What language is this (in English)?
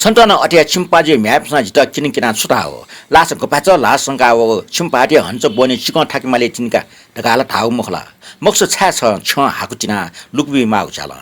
Newari